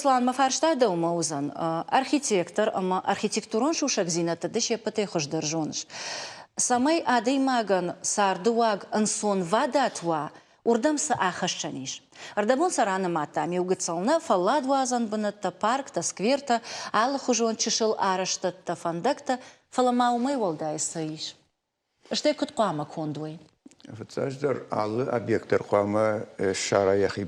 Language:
Ossetic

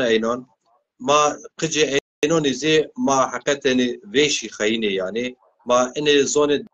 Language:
Zaza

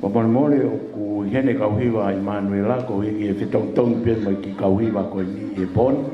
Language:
Tongan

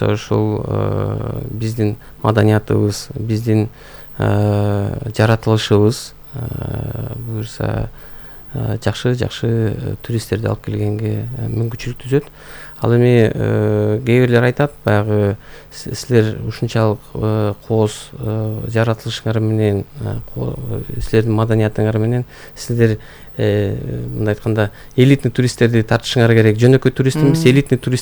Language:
Kyrgyz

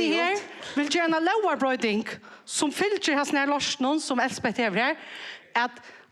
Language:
Faroese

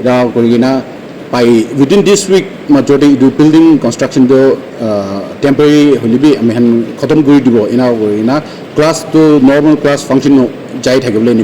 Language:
Naga Pidgin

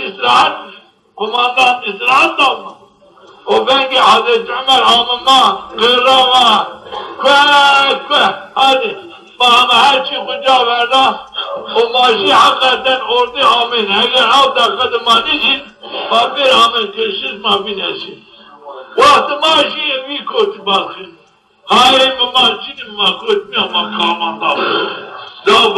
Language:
Zaza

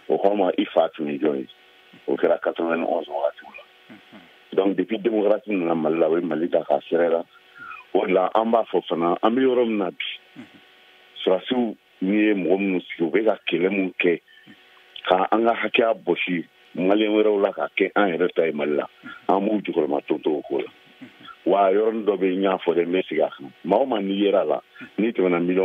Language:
Bambara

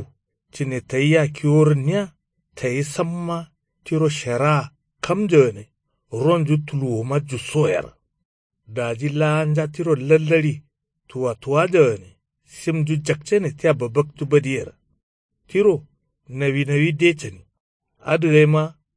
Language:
Kanuri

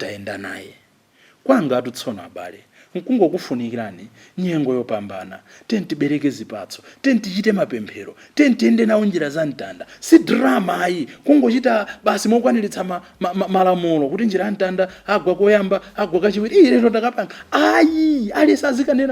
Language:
Nyanja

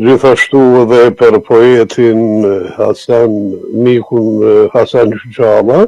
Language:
Albanian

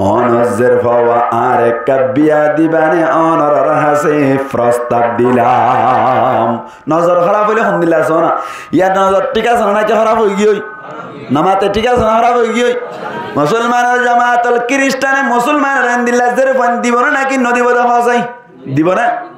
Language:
Rohingya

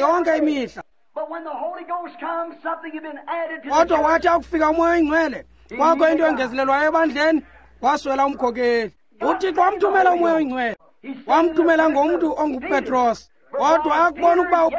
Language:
Xhosa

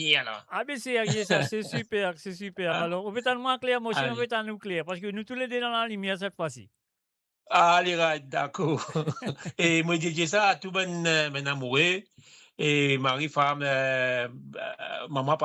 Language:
Morisyen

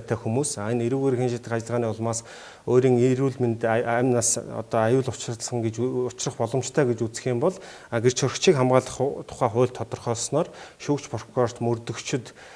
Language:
Mongolian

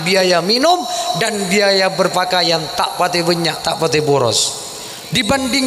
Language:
Madurese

